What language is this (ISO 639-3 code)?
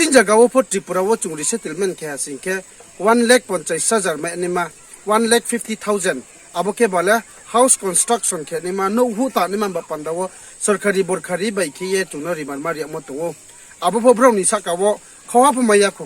ria